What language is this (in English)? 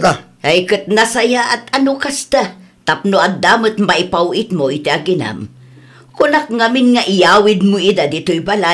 Iloko